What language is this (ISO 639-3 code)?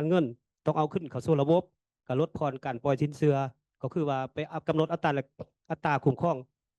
lao